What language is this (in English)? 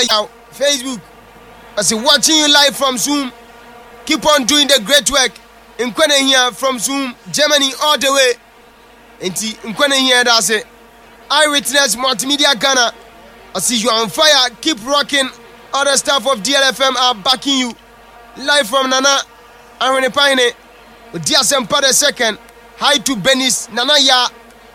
Akan